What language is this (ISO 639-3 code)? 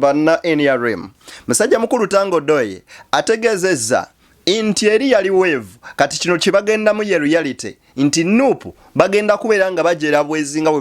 lug